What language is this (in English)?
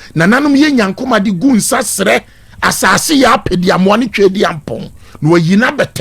Akan